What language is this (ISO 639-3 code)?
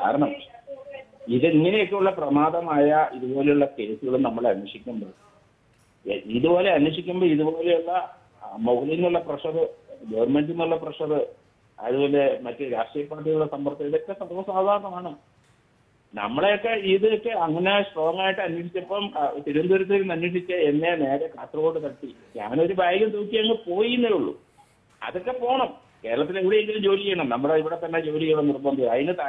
mal